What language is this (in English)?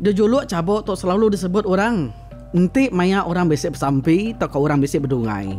Iban